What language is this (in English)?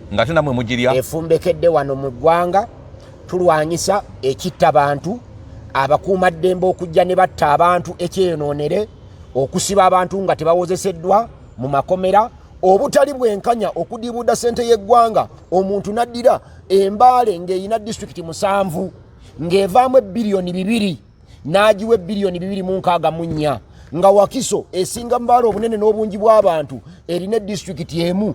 Ganda